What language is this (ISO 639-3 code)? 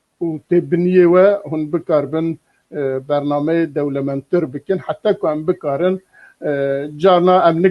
kur